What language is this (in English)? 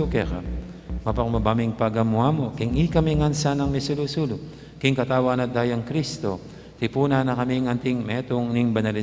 Pampanga